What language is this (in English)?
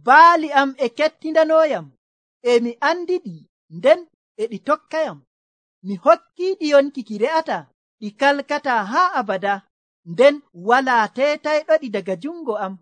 Nigerian Fulfulde